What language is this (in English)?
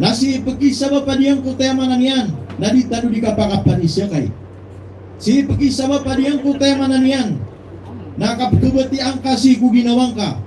Maranao